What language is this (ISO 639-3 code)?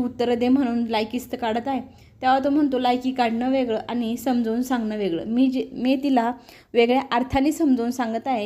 mar